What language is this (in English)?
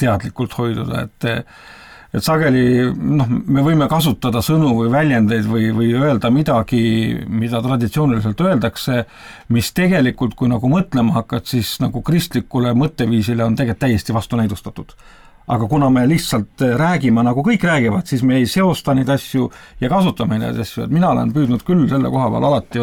Estonian